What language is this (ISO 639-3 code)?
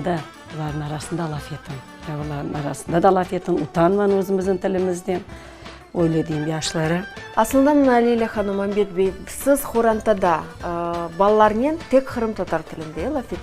crh